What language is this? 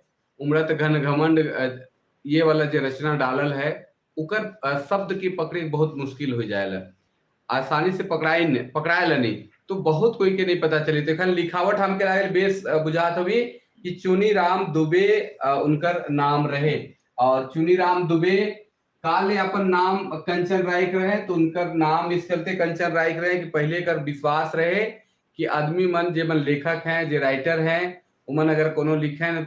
Sadri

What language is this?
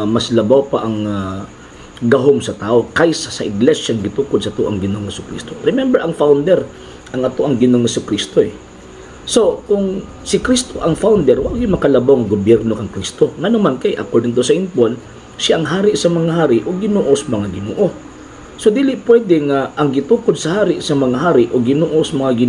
Cebuano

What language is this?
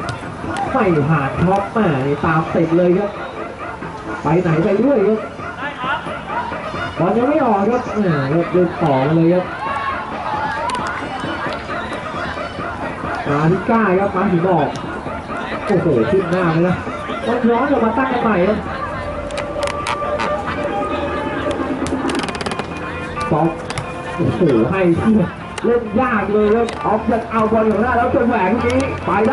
Thai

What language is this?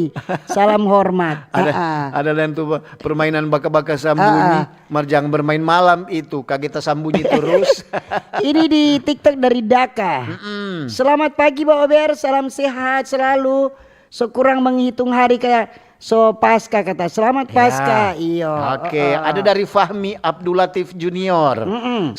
Manado Malay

